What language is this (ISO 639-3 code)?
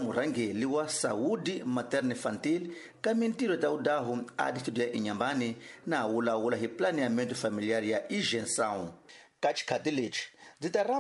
tso